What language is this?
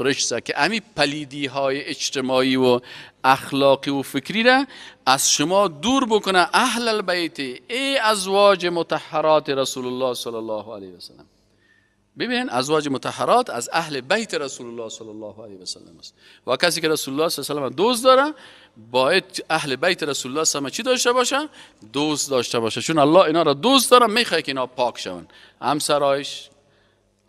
Persian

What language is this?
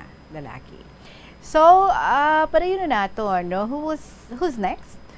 Hiligaynon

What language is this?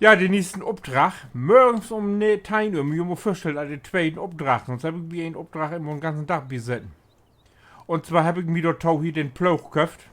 Low German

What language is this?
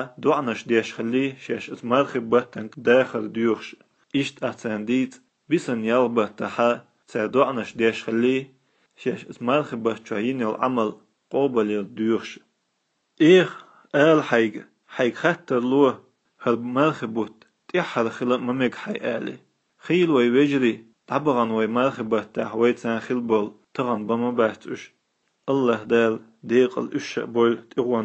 Chechen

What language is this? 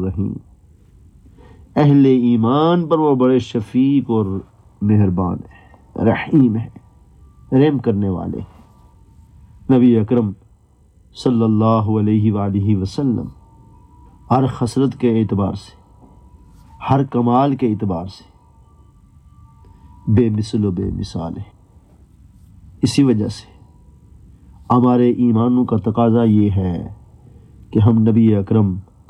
Urdu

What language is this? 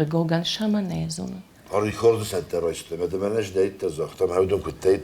Ossetic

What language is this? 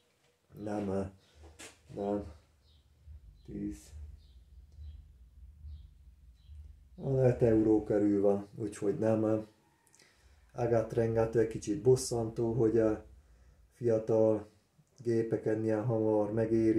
Hungarian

